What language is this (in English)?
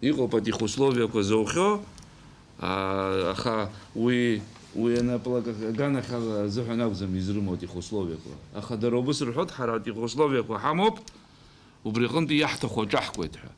Abkhazian